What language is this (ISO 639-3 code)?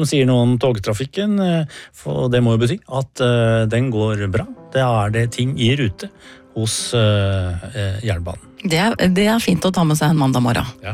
nor